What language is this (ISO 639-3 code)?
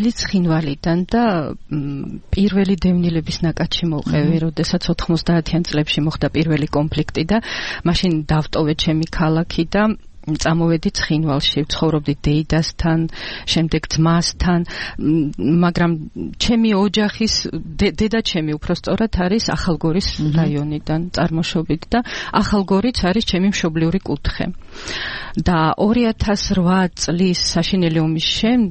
kat